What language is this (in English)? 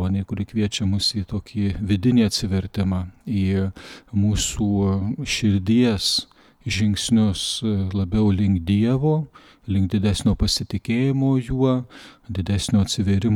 Lithuanian